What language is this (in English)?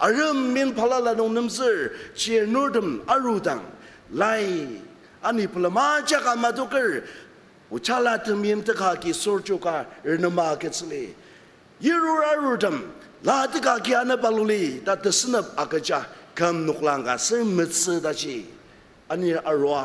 Ao Naga